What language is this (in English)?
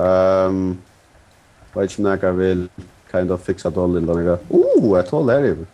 Faroese